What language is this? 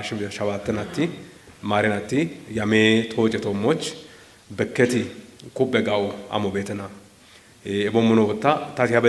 Kafa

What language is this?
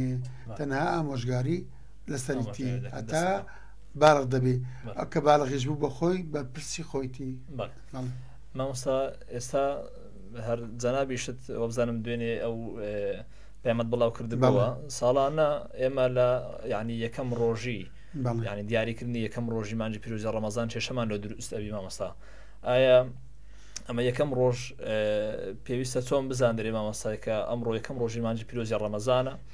Central Kurdish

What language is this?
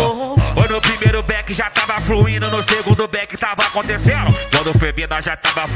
Portuguese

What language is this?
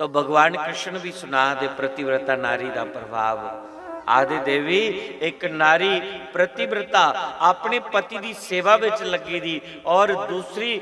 Dogri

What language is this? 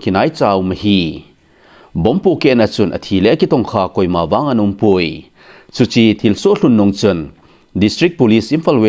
Thado Chin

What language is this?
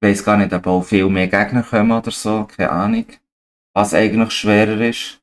Swiss German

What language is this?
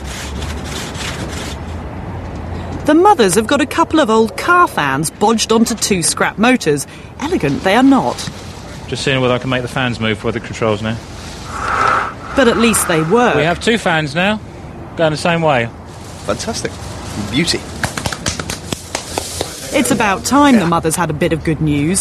English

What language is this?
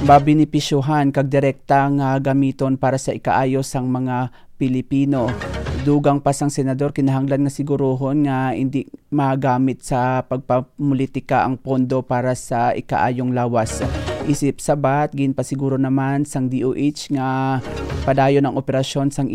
Hiligaynon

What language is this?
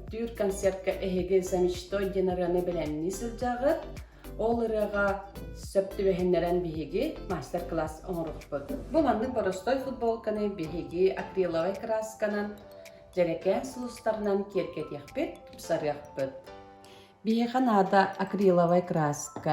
Yakut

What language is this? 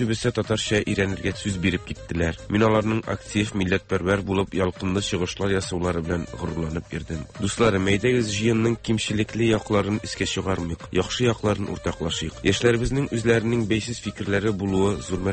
Tatar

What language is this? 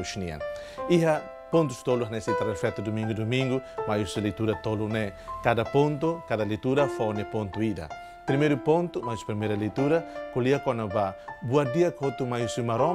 Tetum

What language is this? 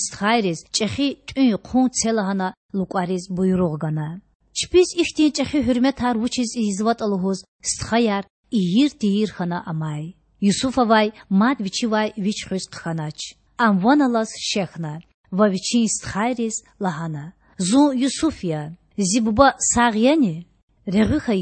Lezghian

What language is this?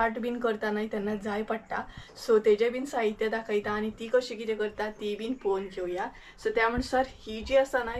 Konkani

